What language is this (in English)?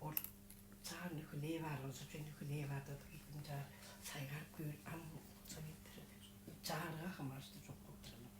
Tuvinian